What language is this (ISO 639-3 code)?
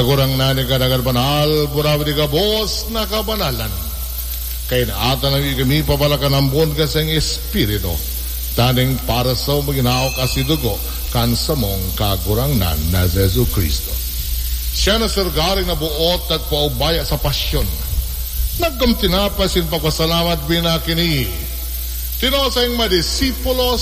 bik